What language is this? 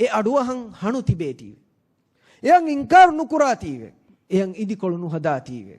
Divehi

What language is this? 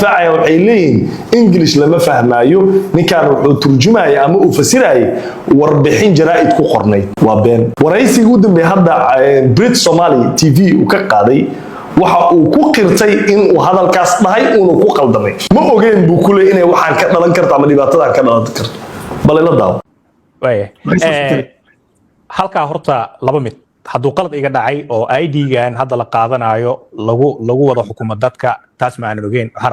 Somali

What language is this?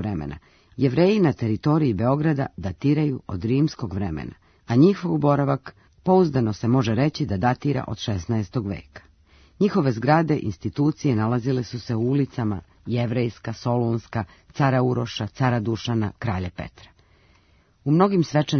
Serbian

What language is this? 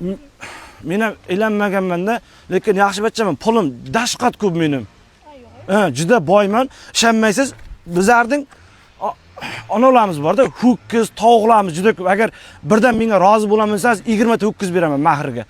Uzbek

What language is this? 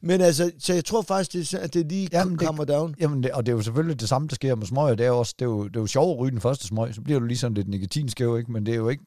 Danish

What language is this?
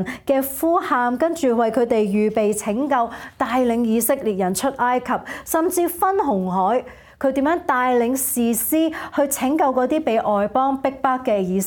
Cantonese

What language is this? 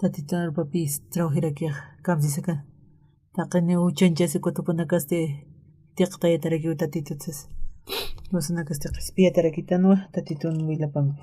Aymara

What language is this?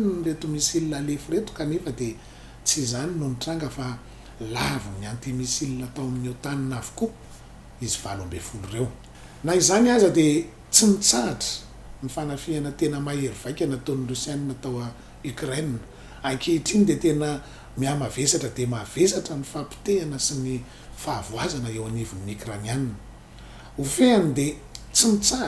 Malagasy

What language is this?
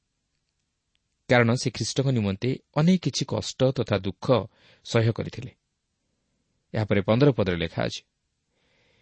Odia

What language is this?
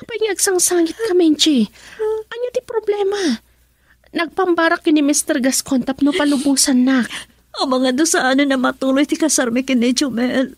Iloko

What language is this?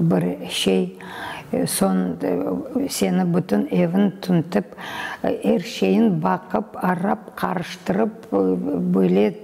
Crimean Tatar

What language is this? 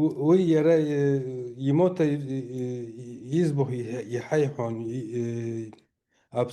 Abkhazian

